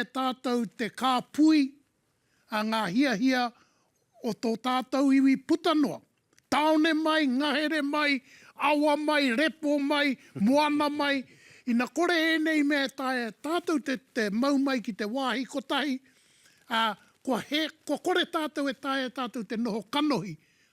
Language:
Māori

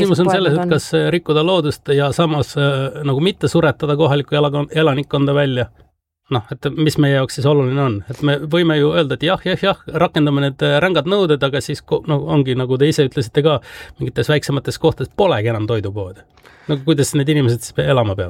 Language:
Estonian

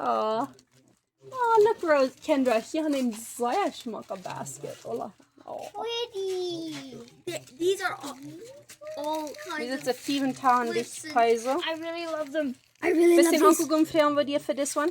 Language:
Plautdietsch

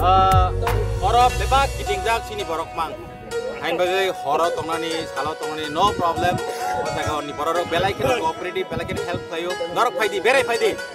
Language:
Kok Borok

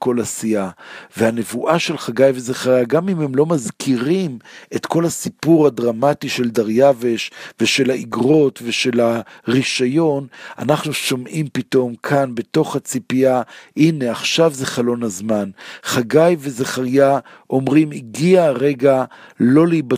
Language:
Hebrew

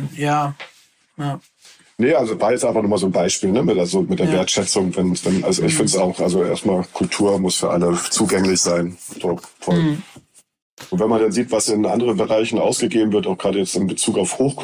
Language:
German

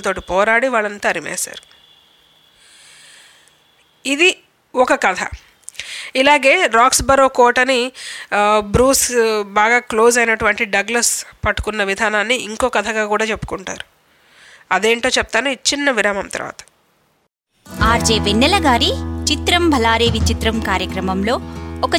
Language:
Telugu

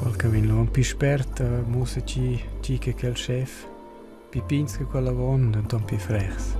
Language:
Romansh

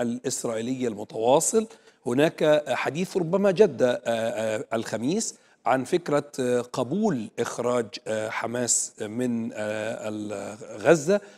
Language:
Arabic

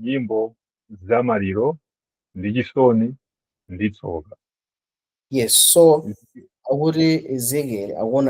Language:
Nyanja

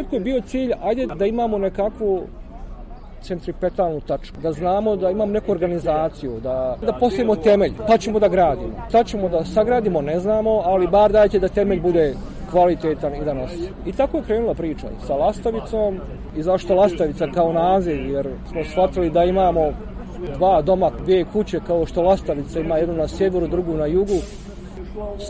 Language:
Bosnian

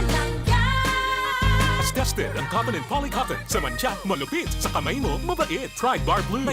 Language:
Bikol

